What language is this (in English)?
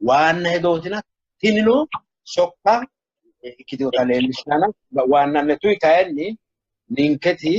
Sidamo